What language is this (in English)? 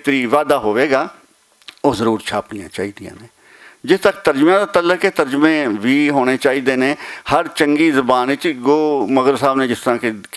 Western Panjabi